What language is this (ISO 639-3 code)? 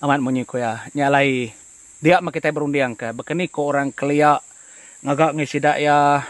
iba